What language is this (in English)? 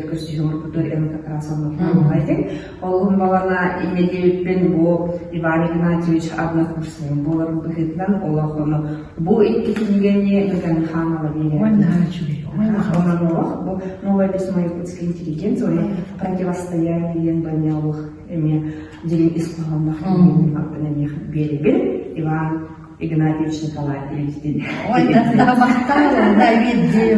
Yakut